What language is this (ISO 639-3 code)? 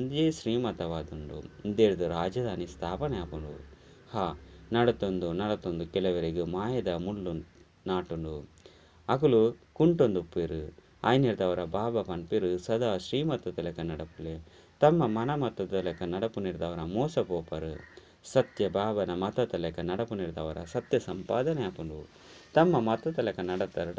tcy